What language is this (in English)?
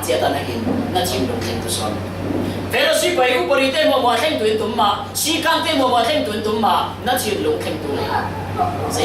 Falam Chin